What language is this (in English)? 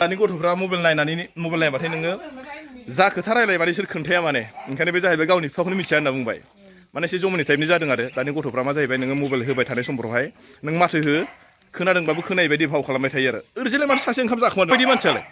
Bodo